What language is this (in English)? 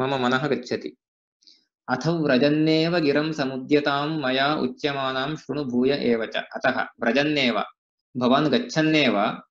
Sanskrit